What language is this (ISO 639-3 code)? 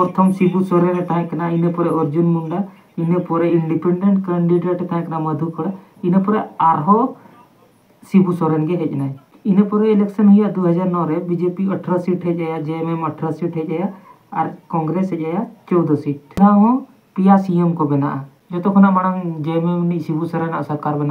sat